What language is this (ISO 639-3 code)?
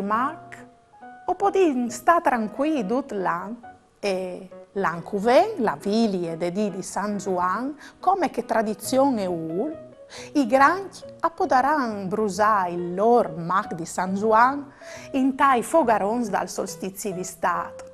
fur